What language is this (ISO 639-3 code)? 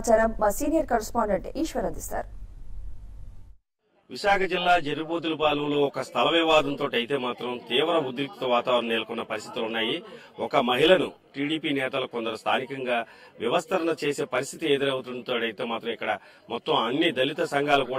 tel